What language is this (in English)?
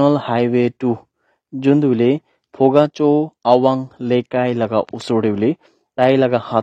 Naga Pidgin